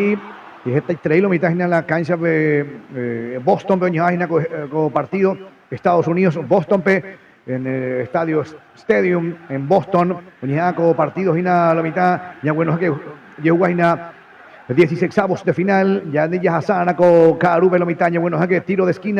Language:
Guarani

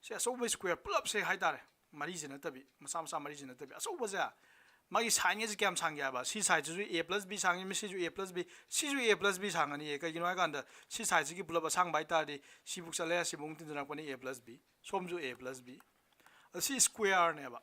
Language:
Manipuri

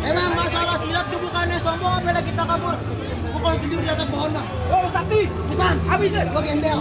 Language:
Betawi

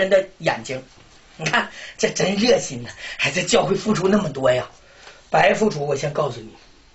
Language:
Chinese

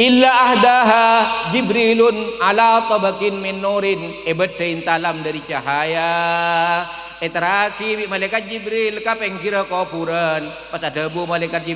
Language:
Madurese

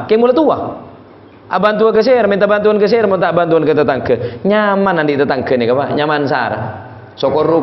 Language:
Madurese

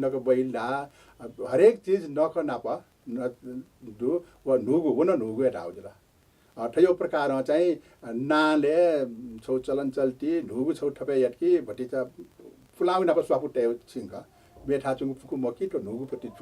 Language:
Newari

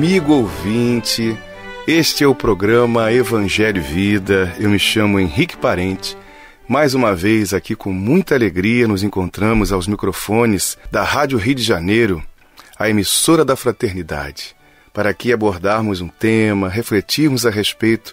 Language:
Portuguese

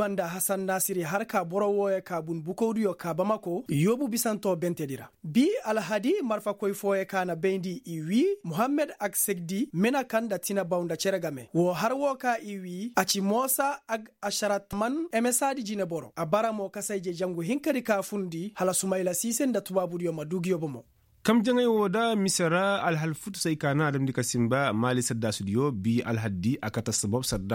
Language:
Koyraboro Senni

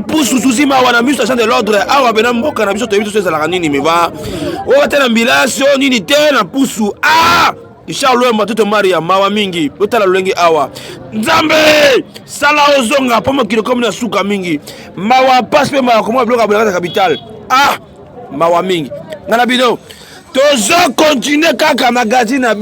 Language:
Lingala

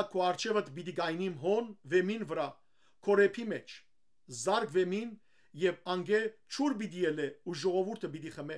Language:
Western Armenian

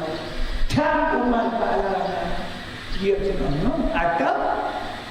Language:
Achinese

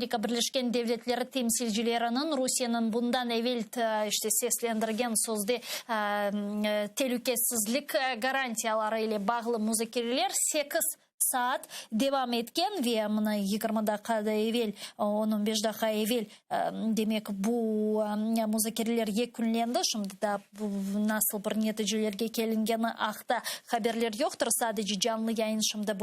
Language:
Crimean Tatar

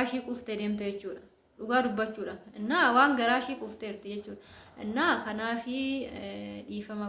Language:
Oromo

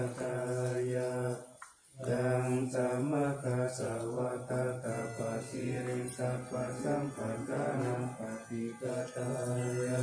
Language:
Pali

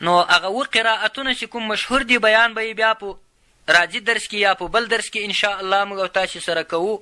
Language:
Pashto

